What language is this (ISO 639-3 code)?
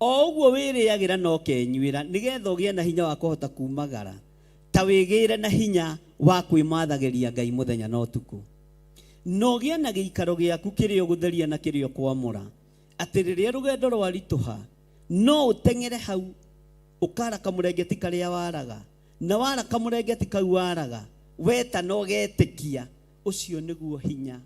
kik